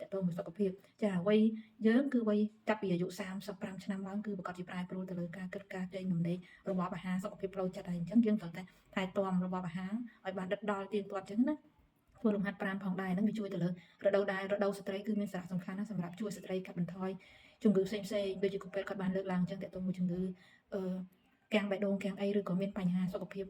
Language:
Khmer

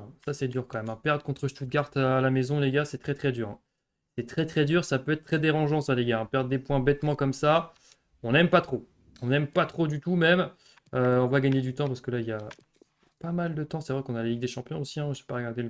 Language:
French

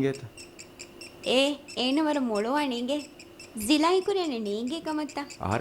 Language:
Divehi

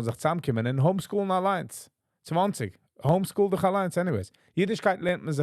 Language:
Yiddish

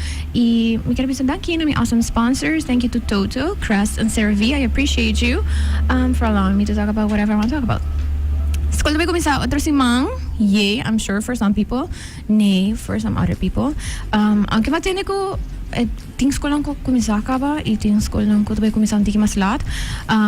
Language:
Papiamento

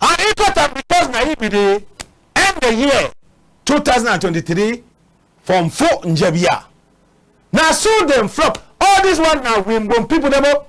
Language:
Cameroon Pidgin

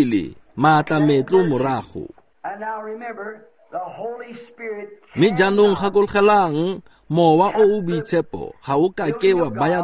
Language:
Tswana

